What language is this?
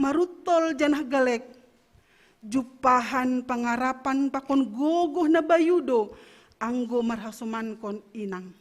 Batak Simalungun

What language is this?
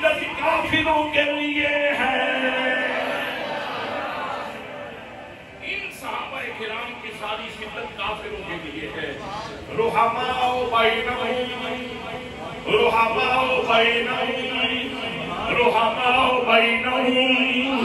Urdu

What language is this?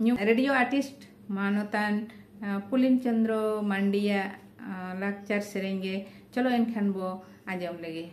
Santali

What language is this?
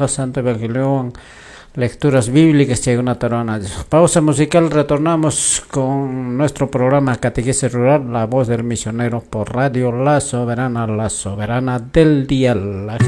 Quechua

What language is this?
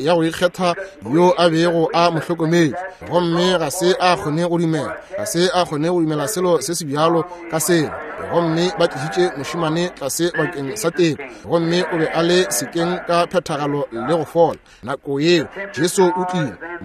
Northern Sotho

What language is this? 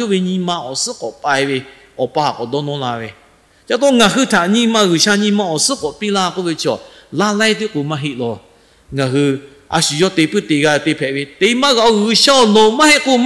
Lahu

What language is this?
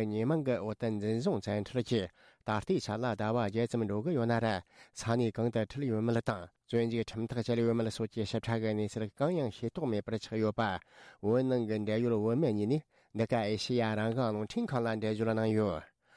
Tibetan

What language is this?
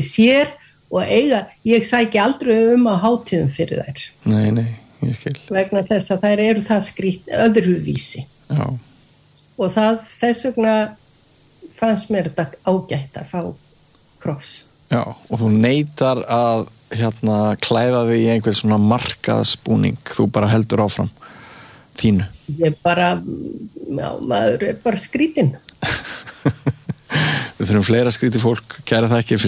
Icelandic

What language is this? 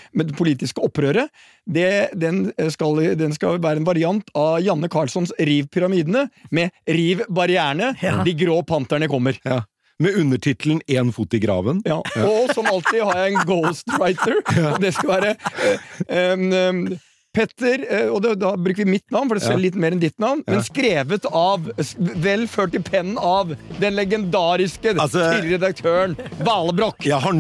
Norwegian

